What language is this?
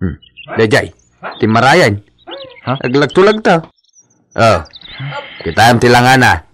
Iloko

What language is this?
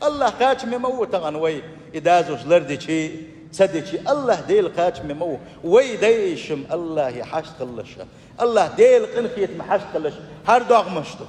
Chechen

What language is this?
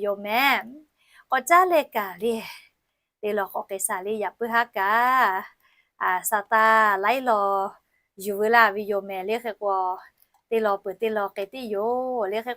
Lahu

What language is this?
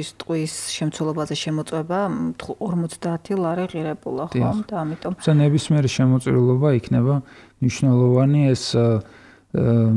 Georgian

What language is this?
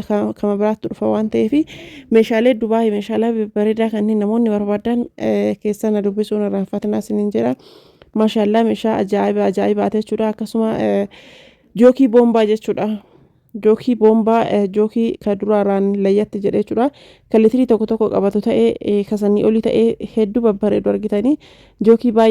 Oromo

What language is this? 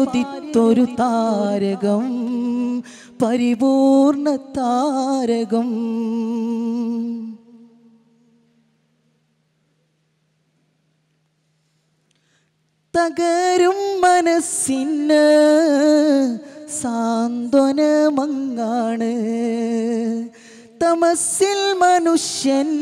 Malayalam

